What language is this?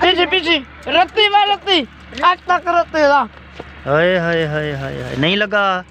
Saraiki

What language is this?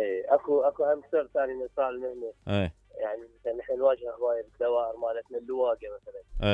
Mesopotamian Arabic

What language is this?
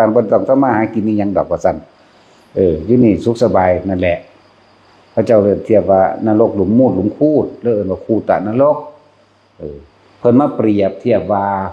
Northeastern Thai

